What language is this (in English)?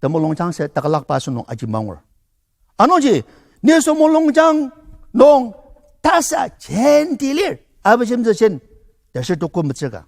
Ao Naga